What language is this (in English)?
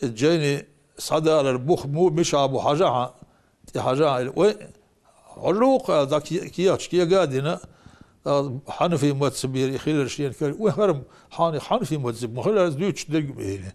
Chechen